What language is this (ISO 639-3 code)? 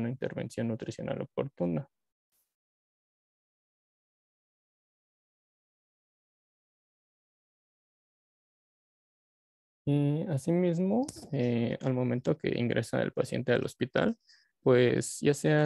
spa